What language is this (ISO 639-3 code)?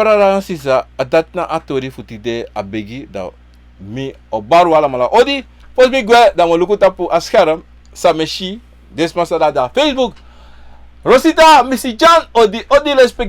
srn